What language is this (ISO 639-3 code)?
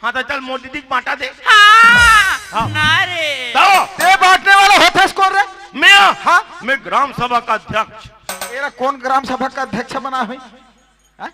hne